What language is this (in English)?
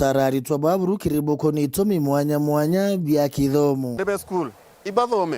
Meru